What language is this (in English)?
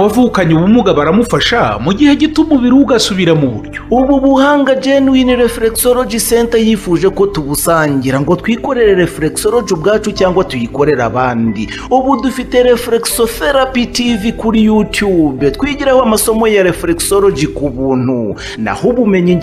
Kinyarwanda